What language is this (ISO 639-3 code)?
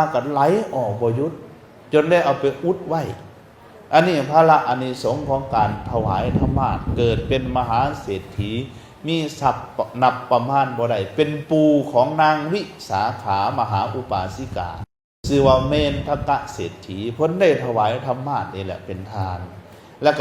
lao